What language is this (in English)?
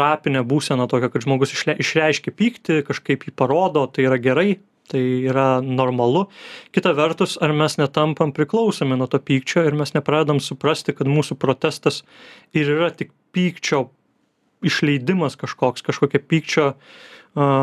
Lithuanian